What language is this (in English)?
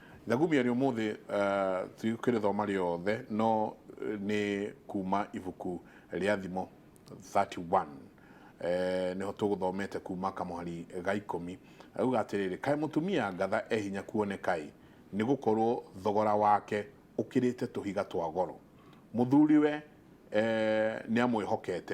Kikuyu